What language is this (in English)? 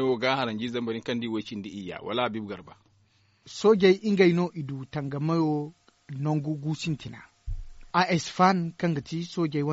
Zarma